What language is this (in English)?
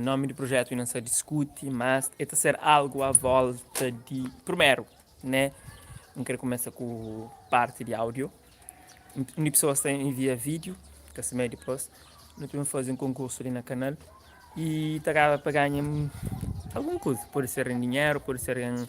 Kabuverdianu